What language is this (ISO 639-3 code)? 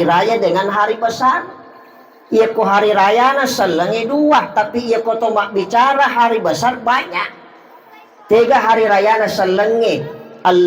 bug